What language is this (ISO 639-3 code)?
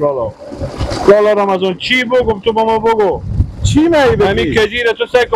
fas